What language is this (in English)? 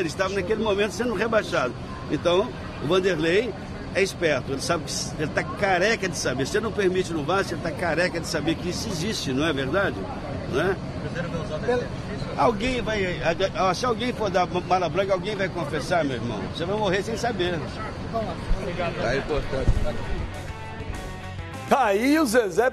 Portuguese